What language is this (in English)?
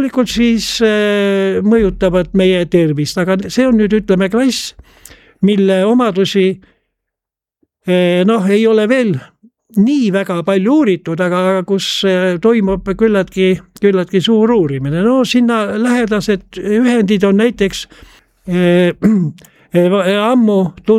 Estonian